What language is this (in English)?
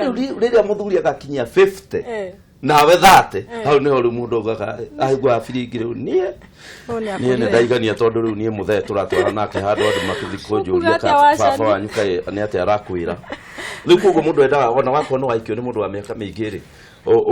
Kikuyu